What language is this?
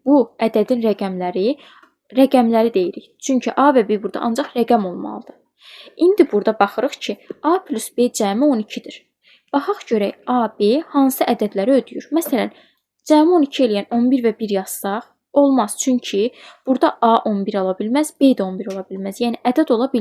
Azerbaijani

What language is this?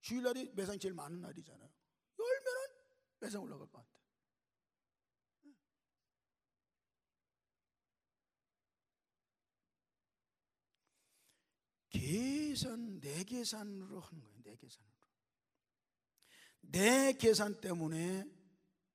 Korean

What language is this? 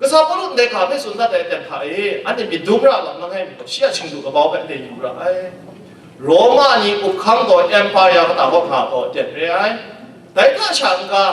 Kachin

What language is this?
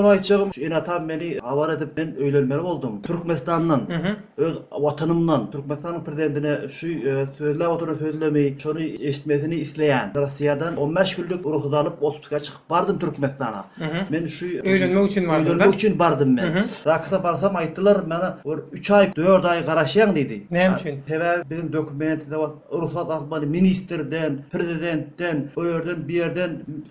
Turkmen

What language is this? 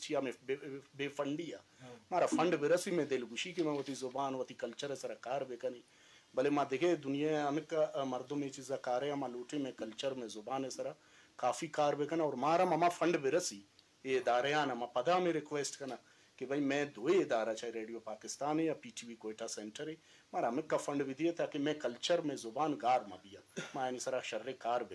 Eastern Balochi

